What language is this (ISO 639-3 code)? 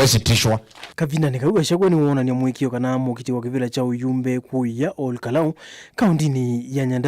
kam